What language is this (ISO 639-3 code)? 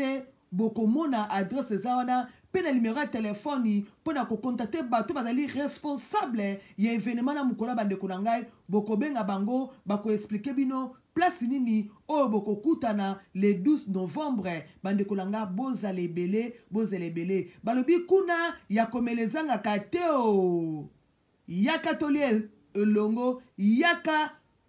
lin